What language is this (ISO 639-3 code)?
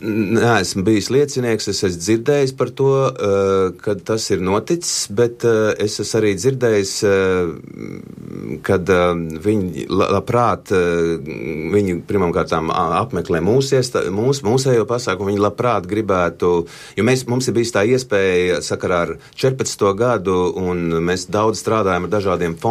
lav